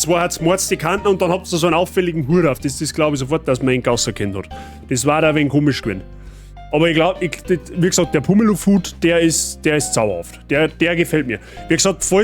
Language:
Bavarian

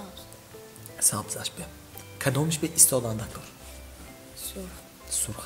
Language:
Tajik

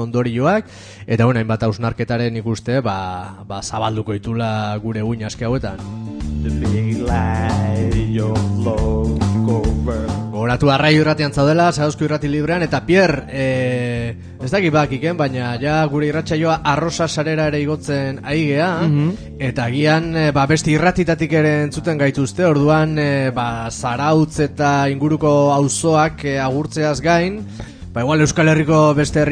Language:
Basque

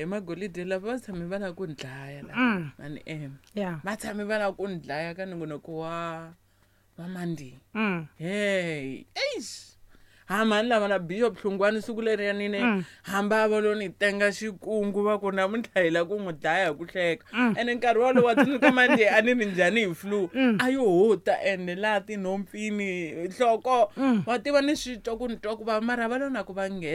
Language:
Tsonga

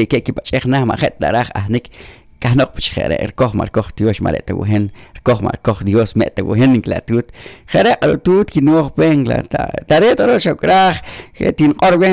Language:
Poqomchi'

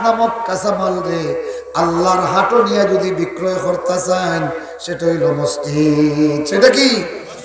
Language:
Sylheti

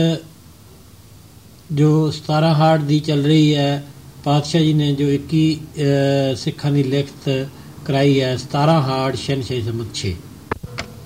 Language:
Punjabi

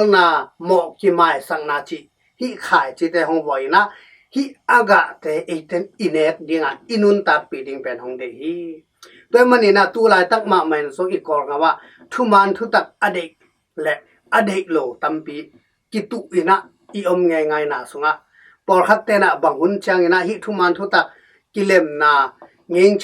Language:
Tedim Chin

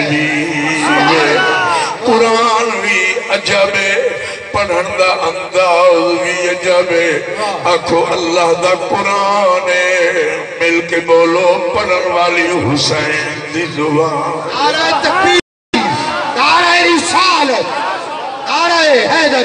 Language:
Saraiki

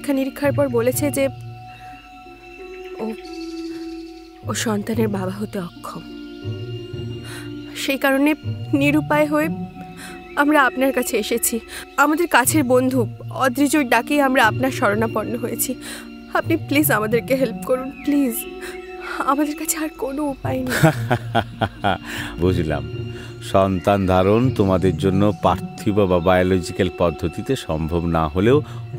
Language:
Bangla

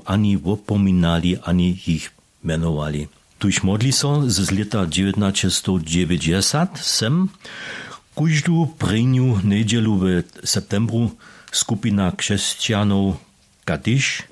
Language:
Upper Sorbian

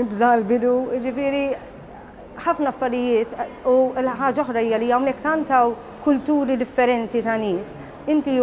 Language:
Maltese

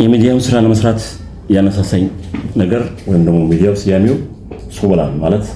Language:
Amharic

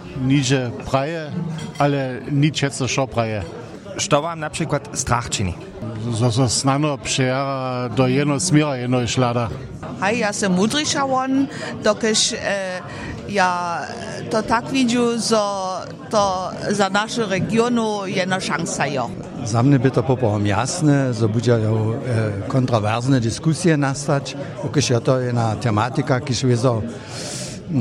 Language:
Upper Sorbian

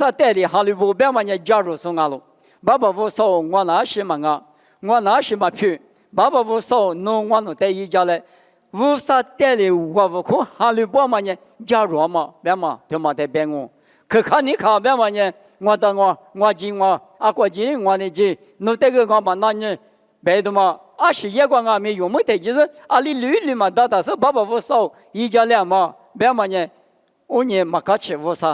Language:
Lisu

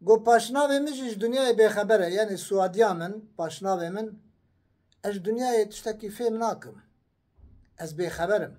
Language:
Kurdish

